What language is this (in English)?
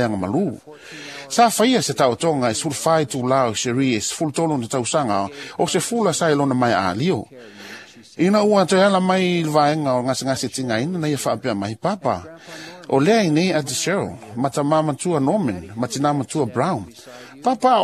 Samoan